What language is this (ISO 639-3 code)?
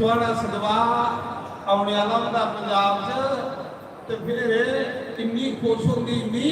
doi